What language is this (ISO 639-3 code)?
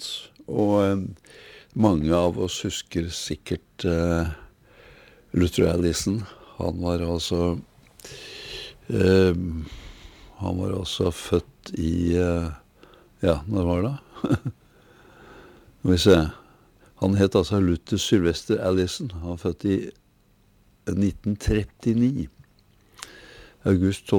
nor